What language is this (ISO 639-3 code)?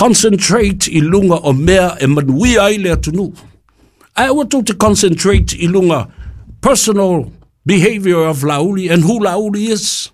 smo